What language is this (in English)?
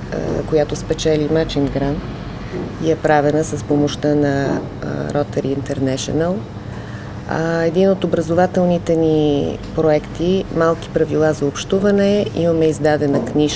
Bulgarian